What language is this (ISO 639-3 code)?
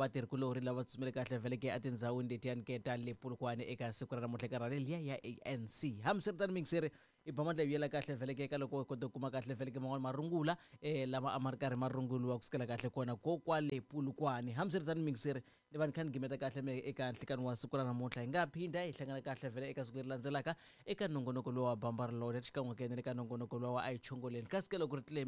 tso